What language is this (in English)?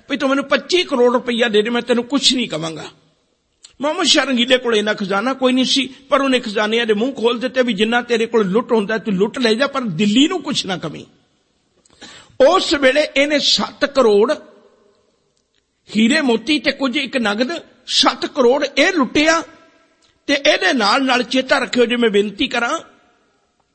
Punjabi